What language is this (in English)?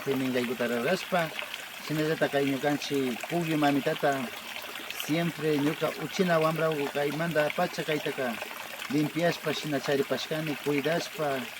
Imbabura Highland Quichua